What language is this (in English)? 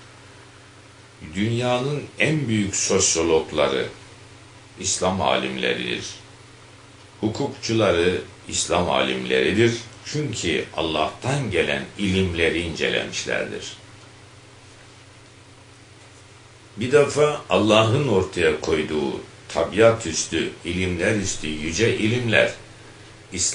Turkish